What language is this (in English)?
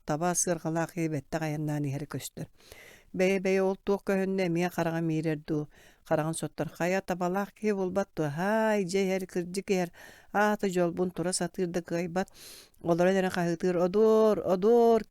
Yakut